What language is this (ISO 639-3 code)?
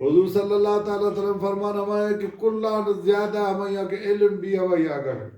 bal